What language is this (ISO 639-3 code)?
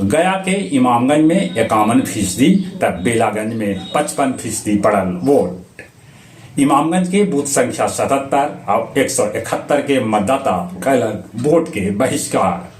mag